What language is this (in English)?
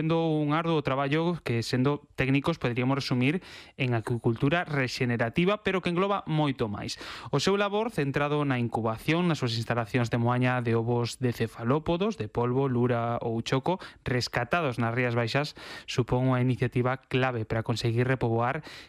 Galician